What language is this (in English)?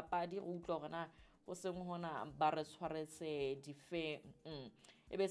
Southern Sotho